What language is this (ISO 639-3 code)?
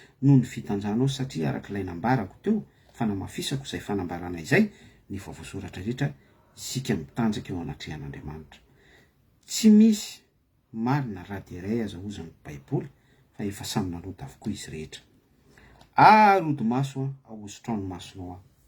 mlg